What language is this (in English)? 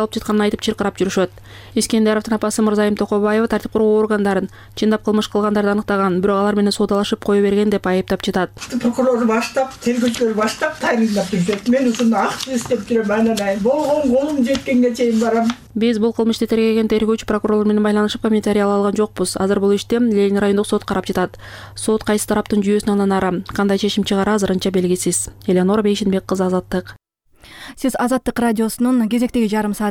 Kyrgyz